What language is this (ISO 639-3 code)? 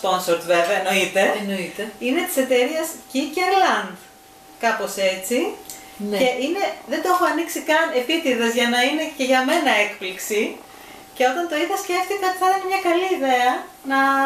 ell